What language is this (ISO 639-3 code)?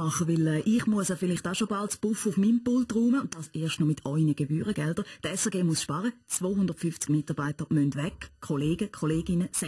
gsw